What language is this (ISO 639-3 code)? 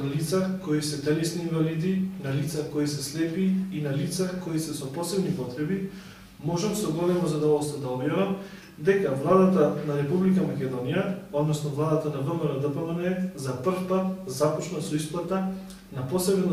mkd